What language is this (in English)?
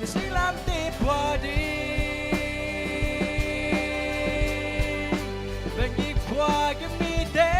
Tedim Chin